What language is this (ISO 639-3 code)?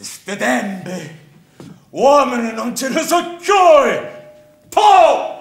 scn